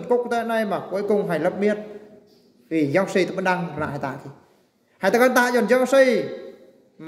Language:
Eastern Bru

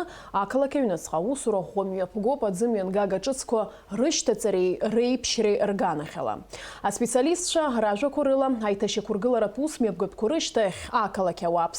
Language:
Abkhazian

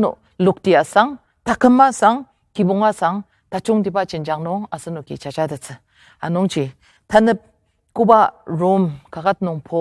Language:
Ao Naga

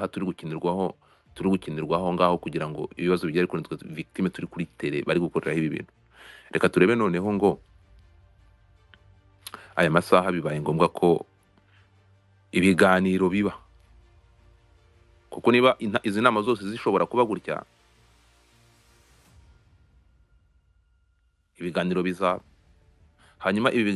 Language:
Kinyarwanda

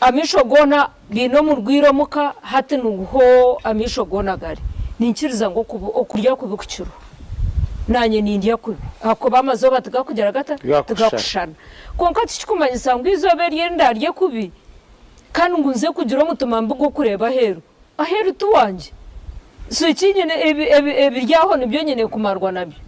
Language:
Nyankole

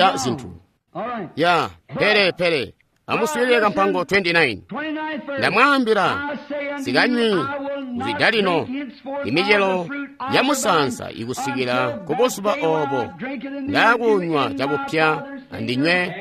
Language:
Tonga (Zambia)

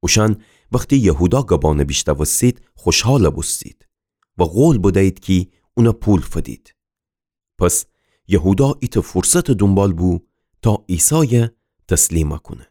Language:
Gilaki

